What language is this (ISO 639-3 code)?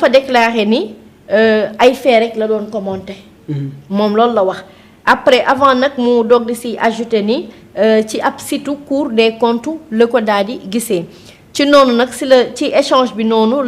wol